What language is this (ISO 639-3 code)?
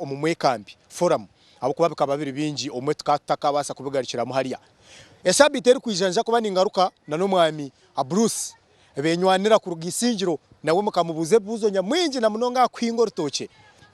nyn